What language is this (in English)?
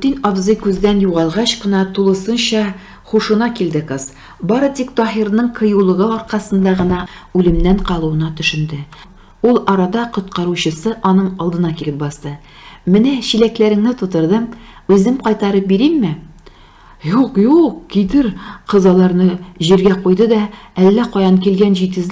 Tatar